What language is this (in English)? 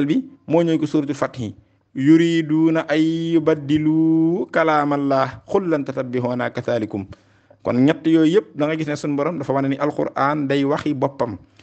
Wolof